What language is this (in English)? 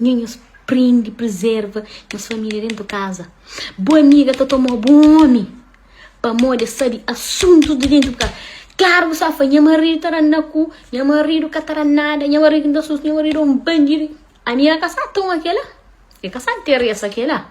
Kabuverdianu